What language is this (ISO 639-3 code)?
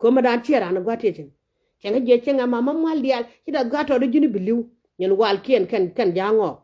nus